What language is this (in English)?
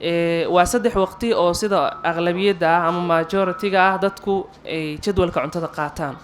Somali